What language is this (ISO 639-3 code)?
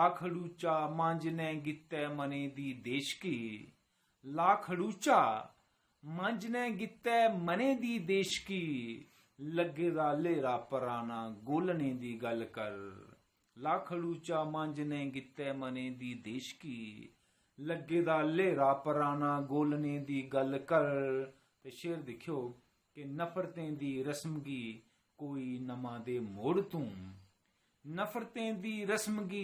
doi